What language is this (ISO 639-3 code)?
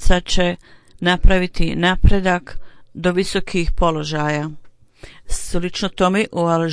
bos